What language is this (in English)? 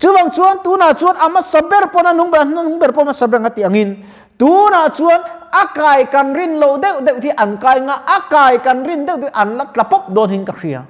Mizo